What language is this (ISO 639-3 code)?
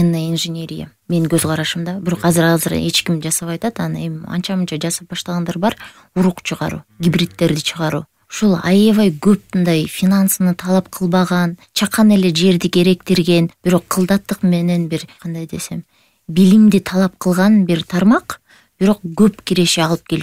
kir